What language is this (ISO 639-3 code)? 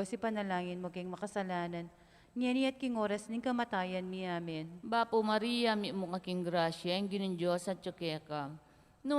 pam